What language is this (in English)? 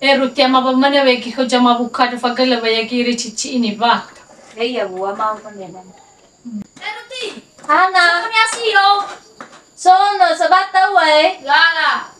Nias